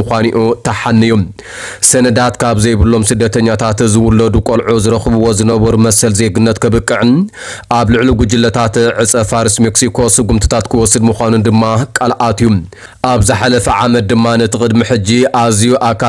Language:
Tigrinya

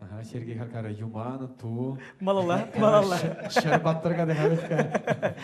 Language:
Chuvash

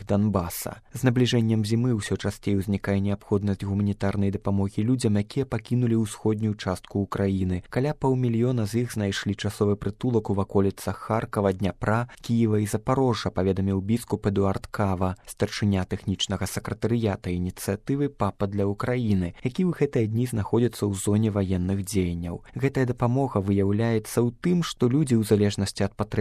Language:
Belarusian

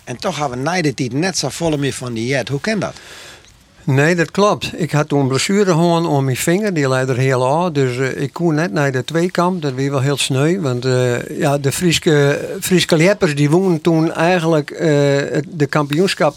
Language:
Western Frisian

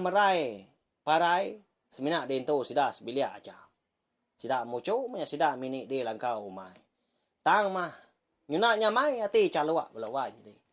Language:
Iban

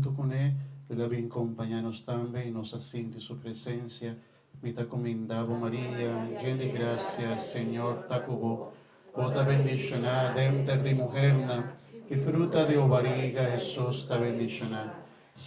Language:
Papiamento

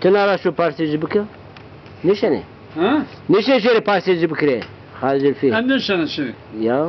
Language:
Zaza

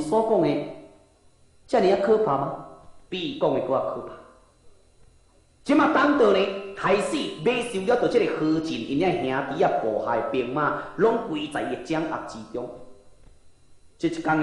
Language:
Min Nan Chinese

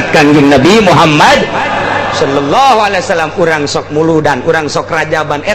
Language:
Sundanese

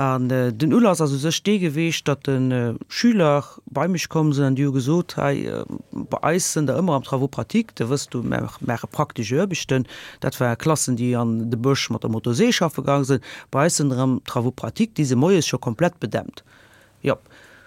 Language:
Luxembourgish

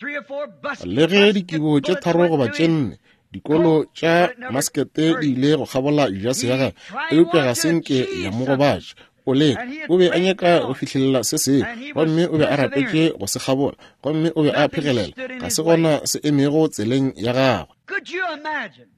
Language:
Northern Sotho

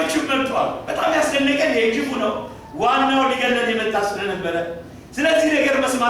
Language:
Amharic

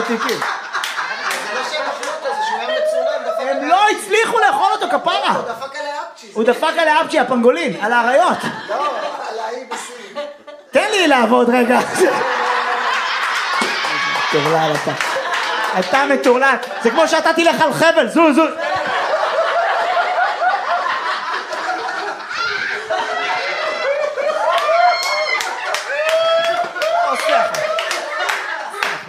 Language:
Hebrew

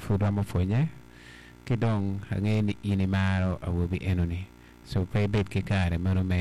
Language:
Acoli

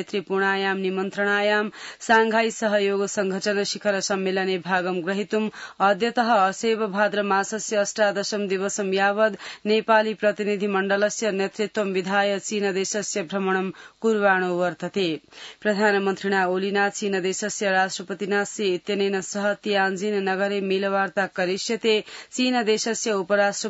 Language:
Sanskrit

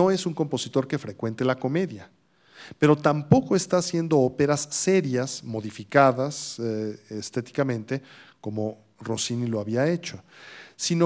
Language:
Spanish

